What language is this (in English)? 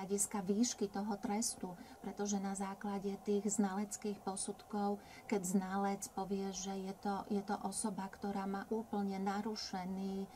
Slovak